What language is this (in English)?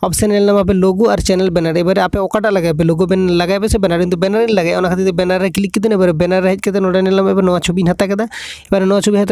Santali